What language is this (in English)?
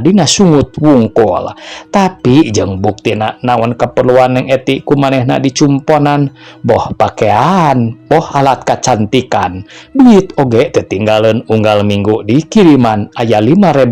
Sundanese